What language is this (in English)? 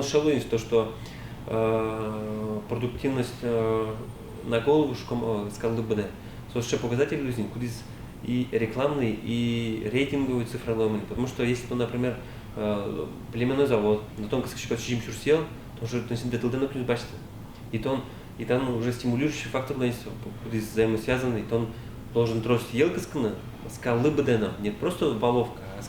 Udmurt